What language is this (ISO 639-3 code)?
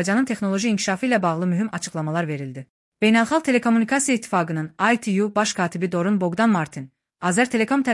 aze